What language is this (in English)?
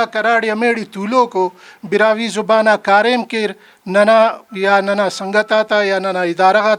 Brahui